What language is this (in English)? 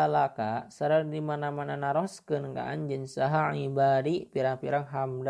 Sundanese